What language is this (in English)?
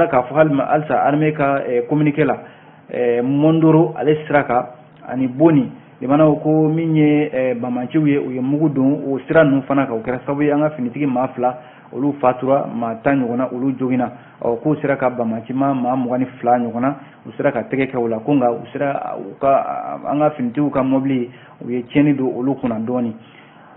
Bambara